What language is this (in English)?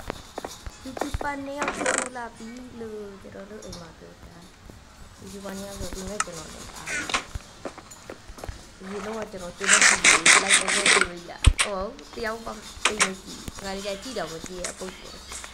Burmese